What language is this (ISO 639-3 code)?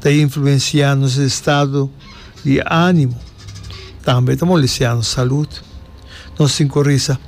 pap